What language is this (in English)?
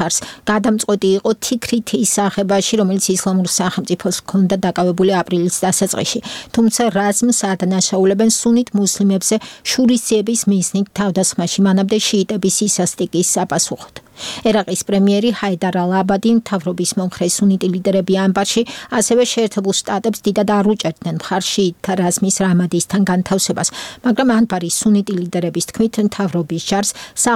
Georgian